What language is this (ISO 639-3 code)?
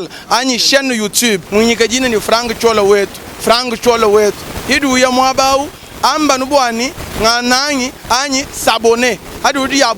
lua